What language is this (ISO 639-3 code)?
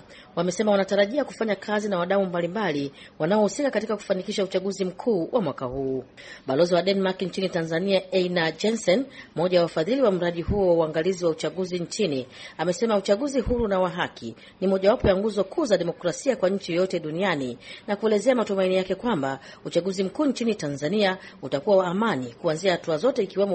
swa